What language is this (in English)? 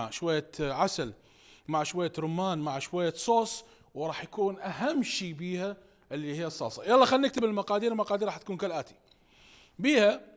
Mesopotamian Arabic